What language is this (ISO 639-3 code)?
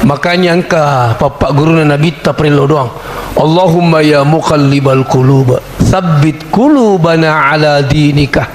bug